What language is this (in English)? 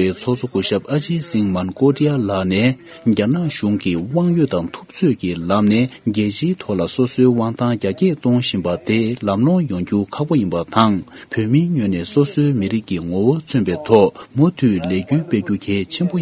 Tibetan